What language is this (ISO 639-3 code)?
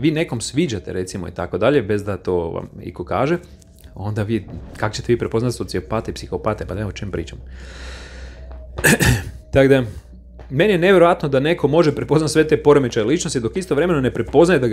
hrv